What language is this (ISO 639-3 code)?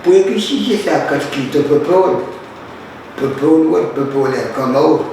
pon